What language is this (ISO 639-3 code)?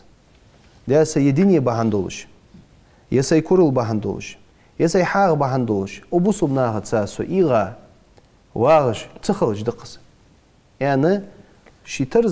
inh